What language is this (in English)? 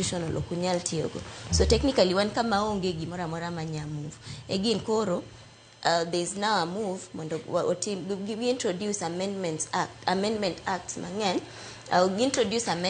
Luo (Kenya and Tanzania)